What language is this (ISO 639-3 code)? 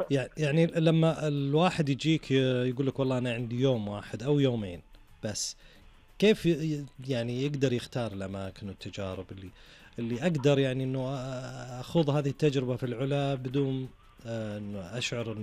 ars